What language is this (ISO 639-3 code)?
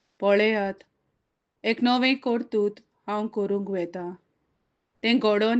kok